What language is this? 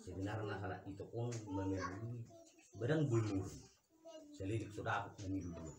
Batak Toba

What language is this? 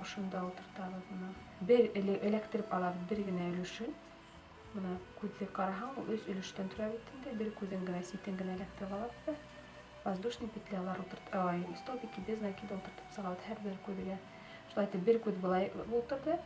Bashkir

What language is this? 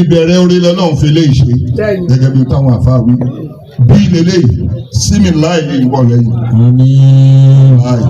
Yoruba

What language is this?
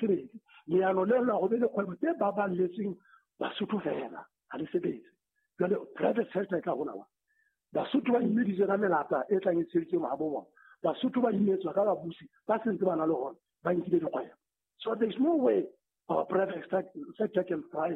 Southern Sotho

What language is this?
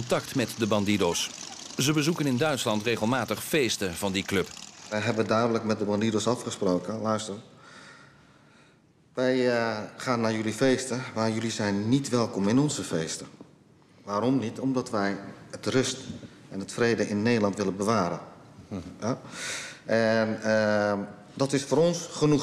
Dutch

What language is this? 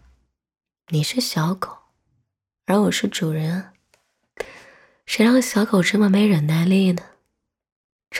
Chinese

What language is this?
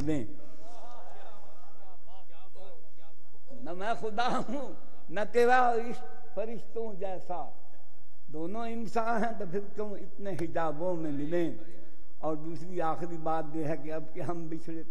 Urdu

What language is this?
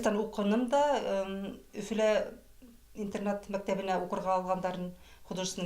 Bashkir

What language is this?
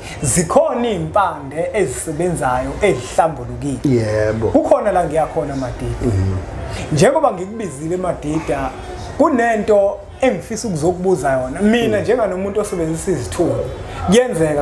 Zulu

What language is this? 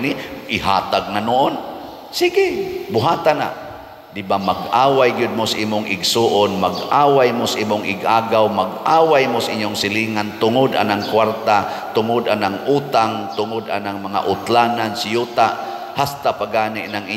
Cebuano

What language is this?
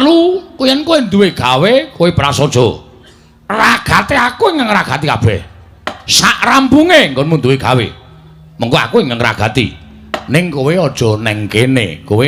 Javanese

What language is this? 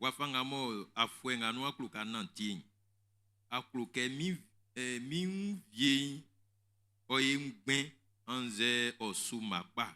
Baoulé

